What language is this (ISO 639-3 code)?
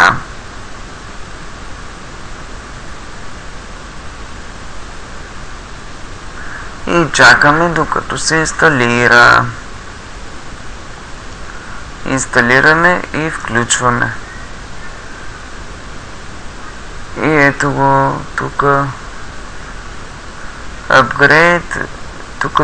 bul